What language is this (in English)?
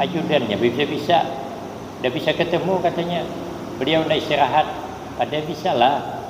Banjar